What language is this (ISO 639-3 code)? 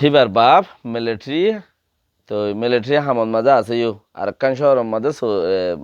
rhg